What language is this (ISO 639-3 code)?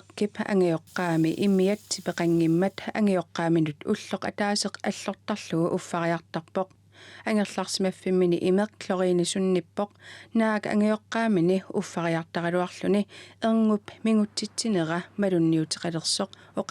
kal